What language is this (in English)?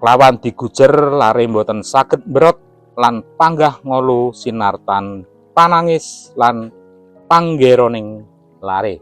Javanese